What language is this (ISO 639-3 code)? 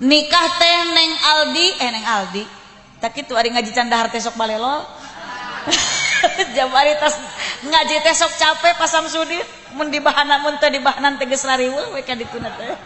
sun